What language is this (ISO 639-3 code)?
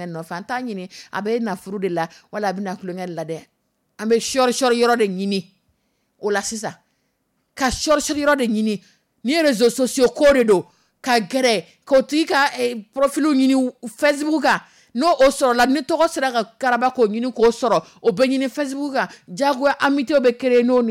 dyu